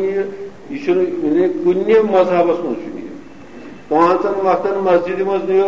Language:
Kashmiri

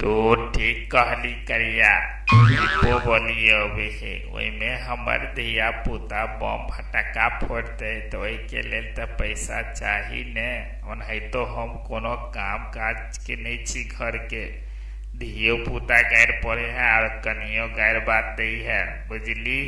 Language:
Maithili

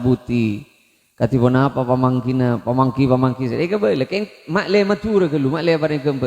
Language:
Madurese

